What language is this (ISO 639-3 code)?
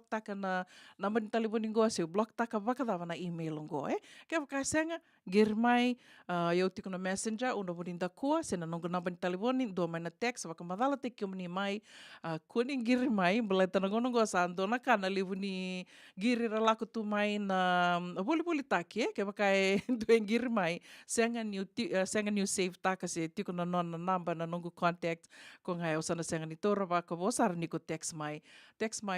fij